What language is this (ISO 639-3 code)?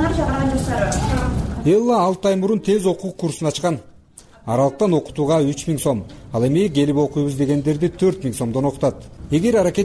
kir